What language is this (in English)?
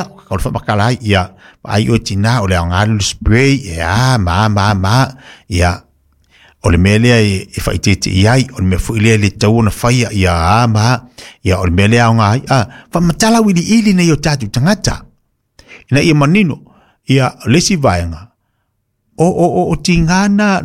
Samoan